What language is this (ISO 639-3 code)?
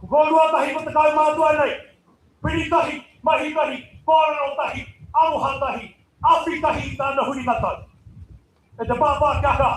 mri